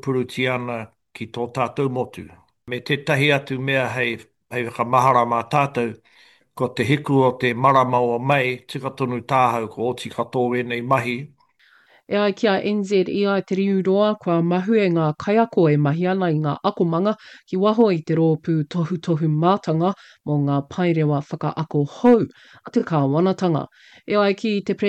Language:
Māori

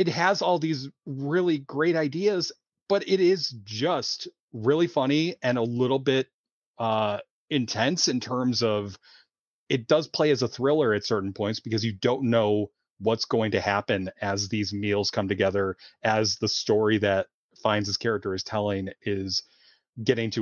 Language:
English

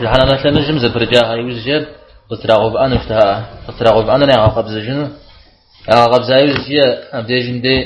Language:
Kabardian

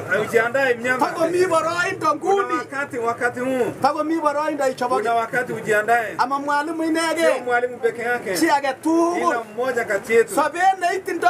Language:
Swahili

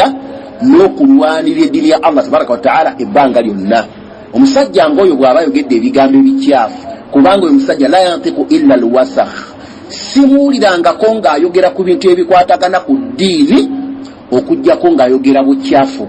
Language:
Ganda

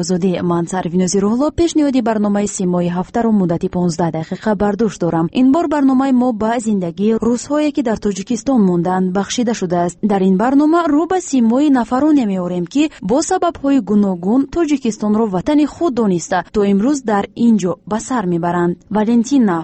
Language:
Tajik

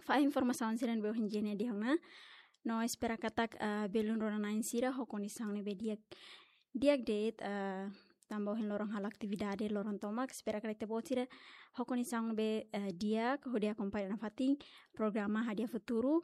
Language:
Tetum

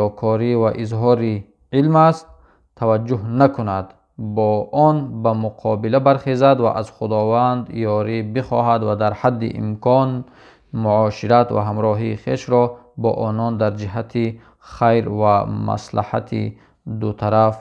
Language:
Tajik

